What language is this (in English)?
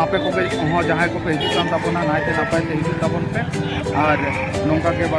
Santali